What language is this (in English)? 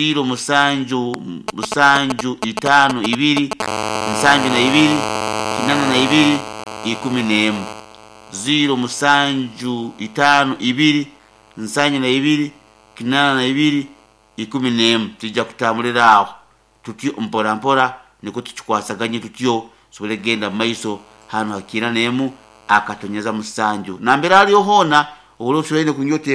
Nyoro